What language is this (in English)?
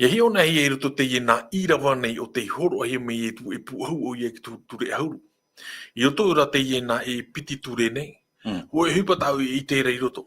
Tahitian